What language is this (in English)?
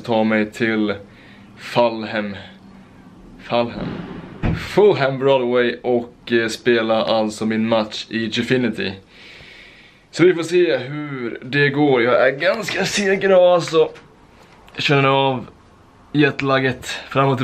Swedish